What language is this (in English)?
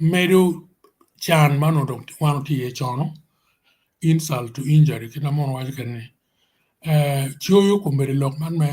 Acoli